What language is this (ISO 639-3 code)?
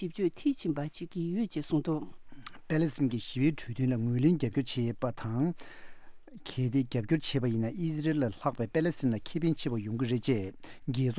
bod